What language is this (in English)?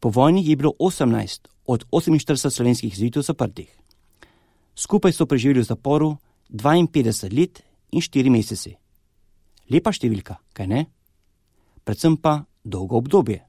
Slovenian